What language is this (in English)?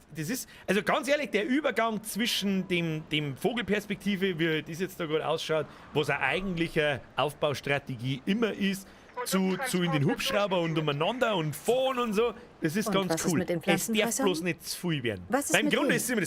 Bavarian